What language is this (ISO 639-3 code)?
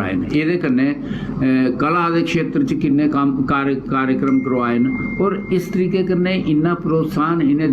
doi